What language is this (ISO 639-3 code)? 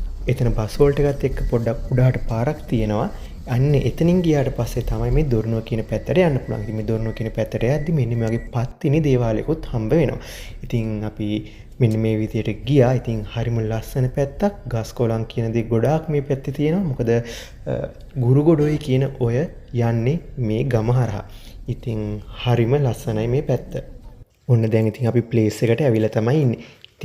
sin